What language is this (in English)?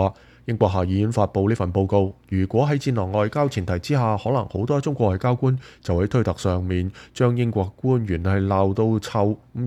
Cantonese